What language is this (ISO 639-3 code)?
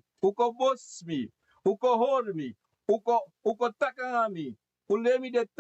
srn